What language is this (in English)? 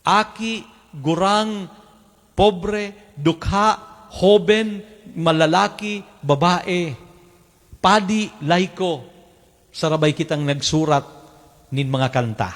Bikol